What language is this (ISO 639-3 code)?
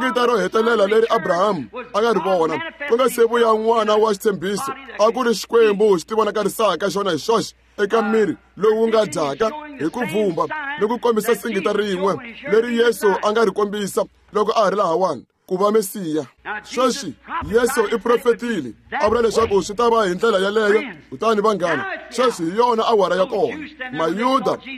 tso